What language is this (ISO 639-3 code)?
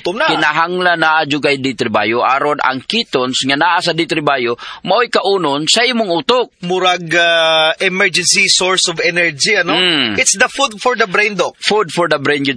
ceb